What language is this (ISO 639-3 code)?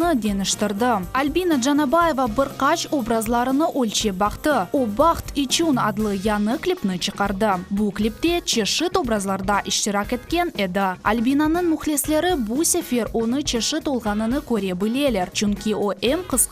crh